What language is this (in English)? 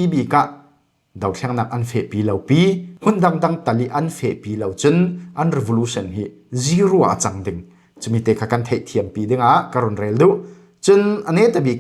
Falam Chin